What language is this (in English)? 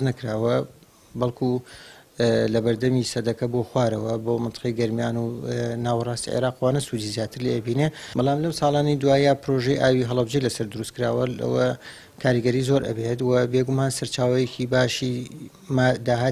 Central Kurdish